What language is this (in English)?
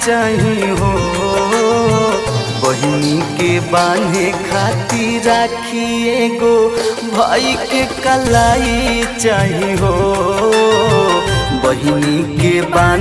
Bhojpuri